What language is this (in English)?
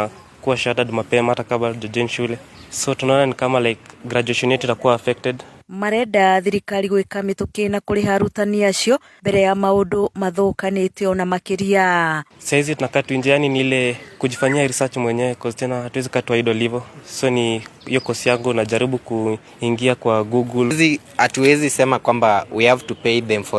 Kikuyu